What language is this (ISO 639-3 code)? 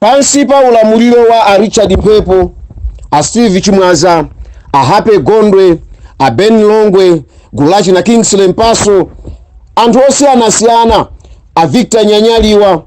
nya